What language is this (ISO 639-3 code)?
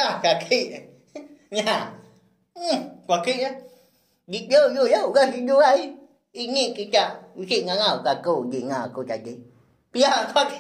iba